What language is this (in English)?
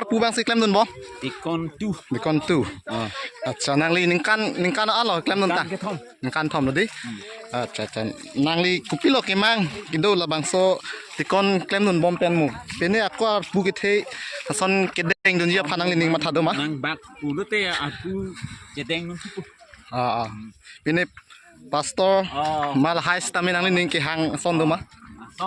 Karbi